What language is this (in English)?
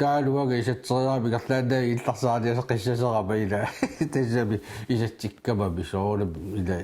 Kalaallisut